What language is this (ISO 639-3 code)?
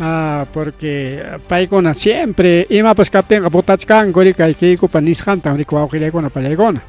quy